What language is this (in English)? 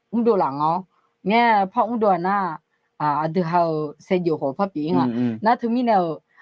Akha